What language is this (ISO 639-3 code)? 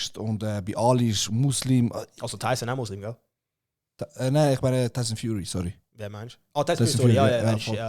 gsw